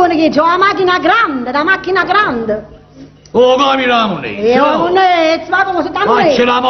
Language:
Neapolitan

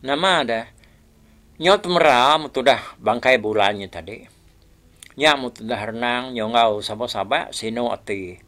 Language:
Iban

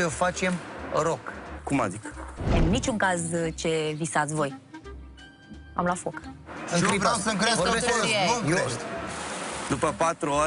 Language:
Romanian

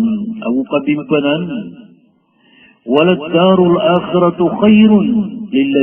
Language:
Maranao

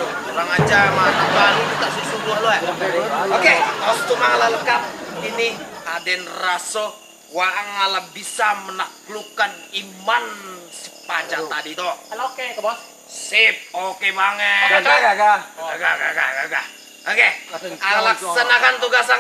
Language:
Minangkabau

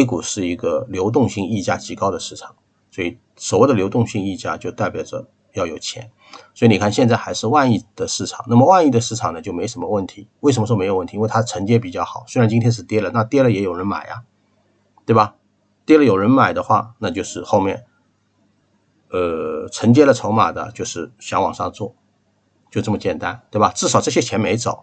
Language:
Chinese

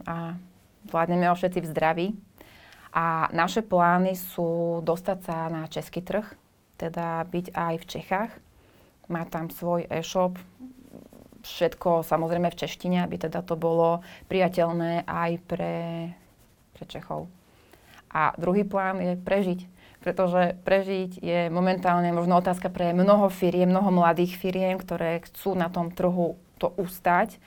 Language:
Slovak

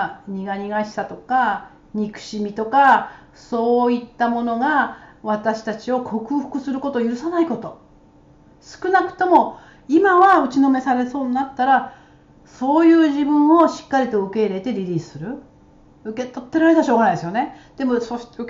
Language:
Japanese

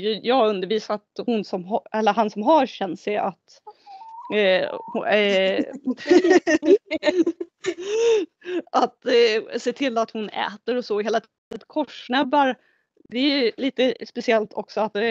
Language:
Swedish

